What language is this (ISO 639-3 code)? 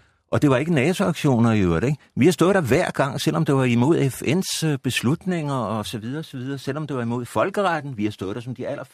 dan